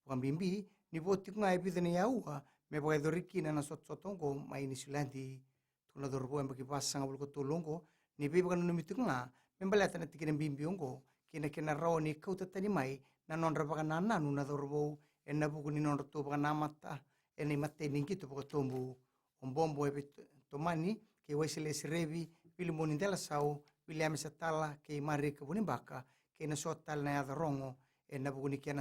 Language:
Fijian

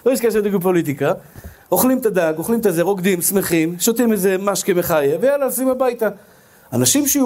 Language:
Hebrew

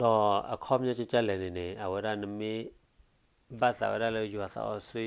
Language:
S'gaw Karen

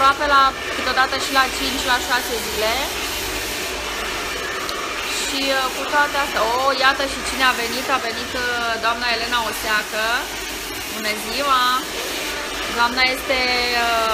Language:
Romanian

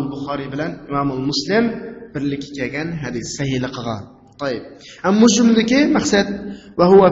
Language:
Uyghur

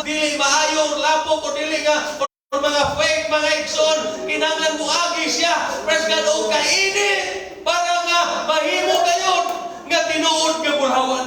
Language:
Cebuano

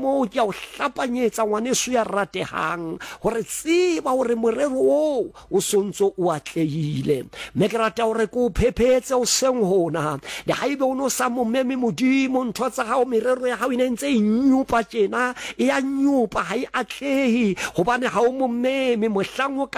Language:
Southern Sotho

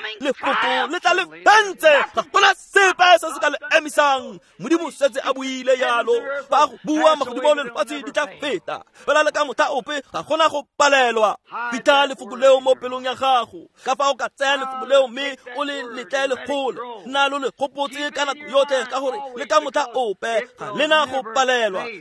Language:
Tswana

